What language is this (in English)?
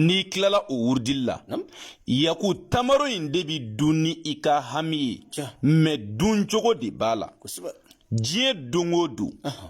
Bambara